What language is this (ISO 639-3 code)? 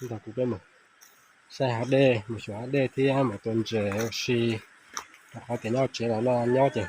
hmn